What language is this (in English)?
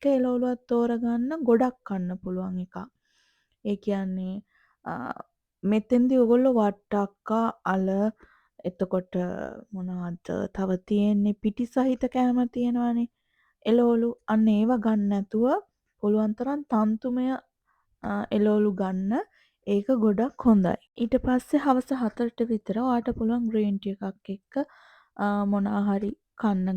Sinhala